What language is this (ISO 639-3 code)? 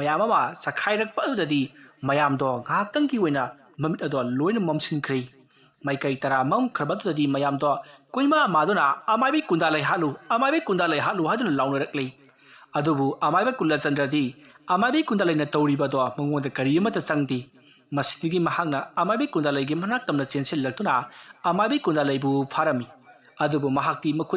mni